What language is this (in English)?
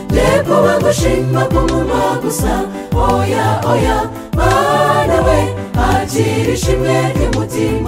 Kinyarwanda